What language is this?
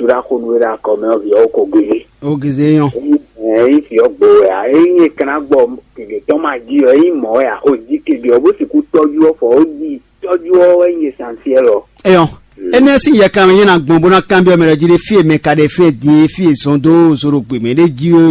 Fon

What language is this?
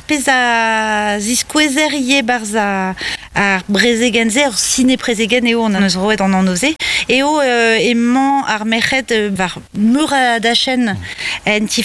Breton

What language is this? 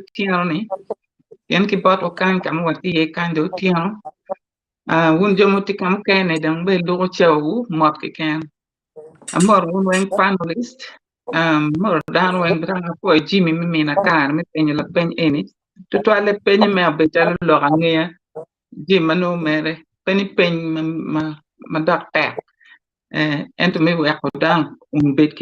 Acoli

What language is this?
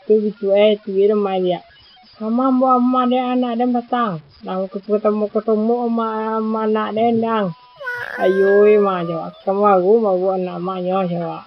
Minangkabau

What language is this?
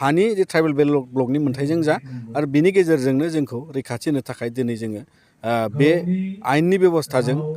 Bodo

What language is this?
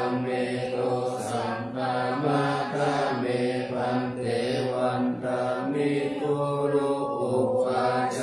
Pali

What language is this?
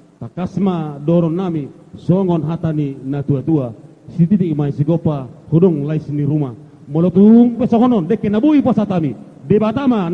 Batak Toba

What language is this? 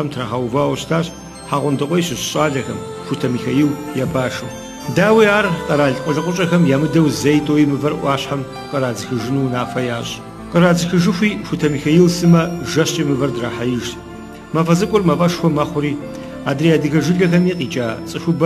Kabardian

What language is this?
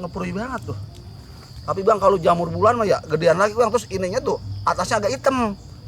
Betawi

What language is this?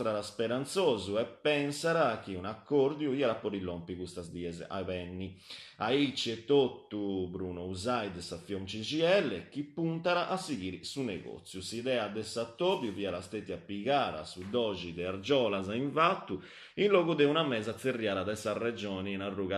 Sardinian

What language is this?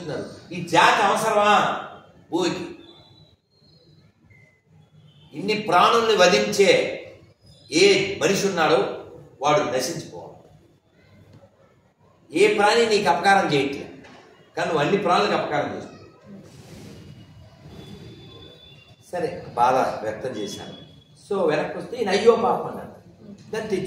Telugu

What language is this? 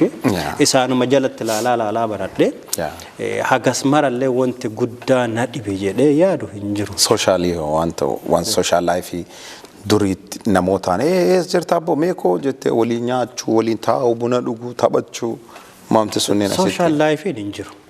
Oromo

